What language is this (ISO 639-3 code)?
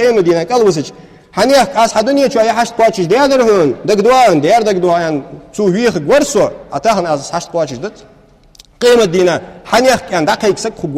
inh